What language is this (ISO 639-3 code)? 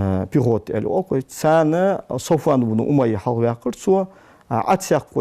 inh